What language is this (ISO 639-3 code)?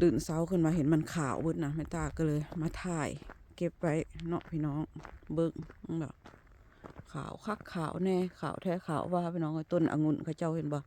lao